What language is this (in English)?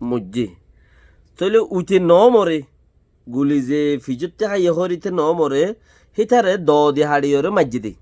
Rohingya